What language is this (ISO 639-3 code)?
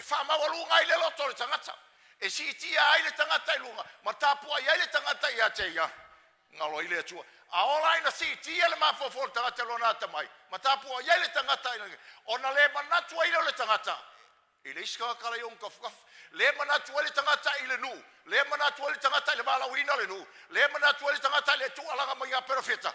smo